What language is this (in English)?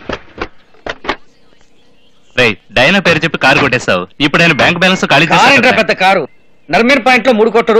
Telugu